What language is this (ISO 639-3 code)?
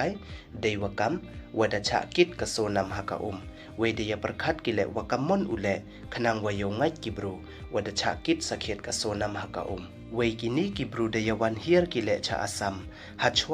pbv